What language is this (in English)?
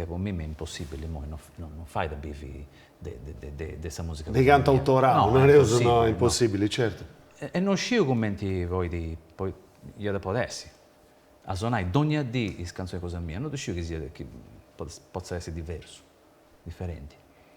Sardinian